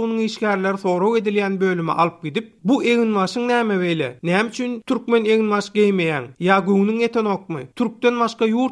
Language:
Turkmen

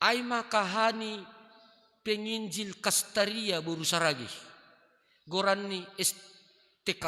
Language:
Batak Simalungun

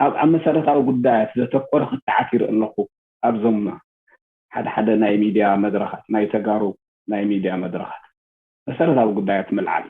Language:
Tigrinya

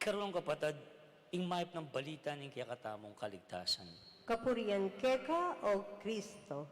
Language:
Pampanga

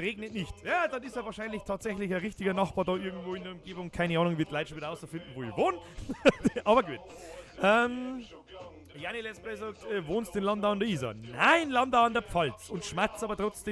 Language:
Bavarian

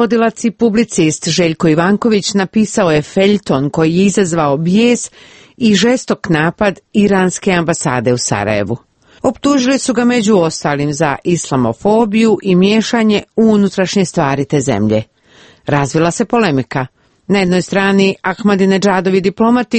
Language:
Croatian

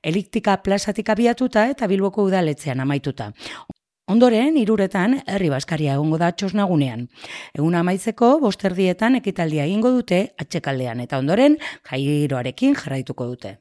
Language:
Basque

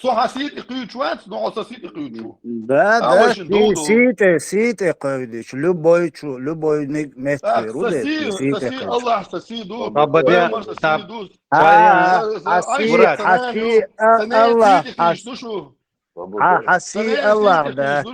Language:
Chechen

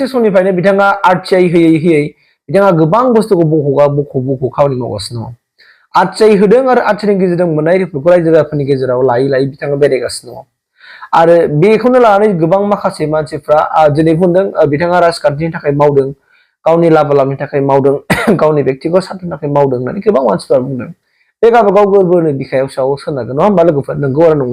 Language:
Bodo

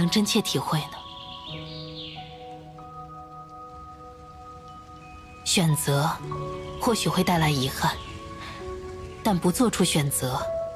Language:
Chinese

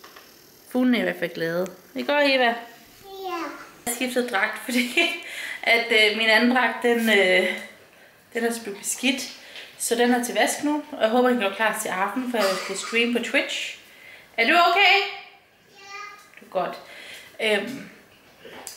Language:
Danish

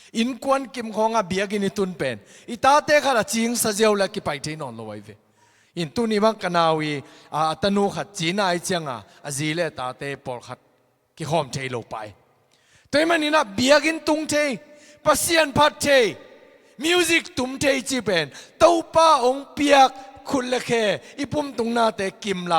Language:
Tedim Chin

